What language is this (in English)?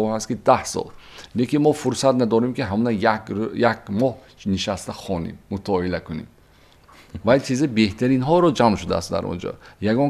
Tajik